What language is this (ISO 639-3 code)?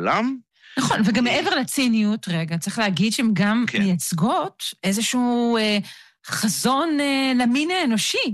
heb